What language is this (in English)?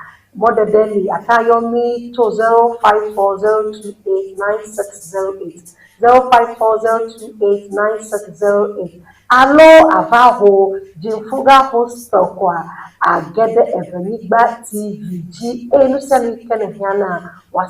Ewe